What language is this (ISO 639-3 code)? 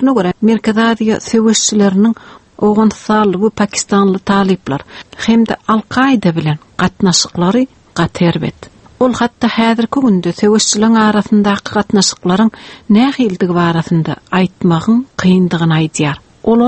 tuk